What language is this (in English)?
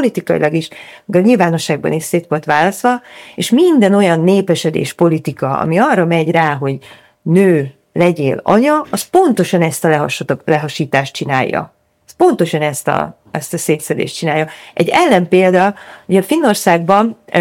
Hungarian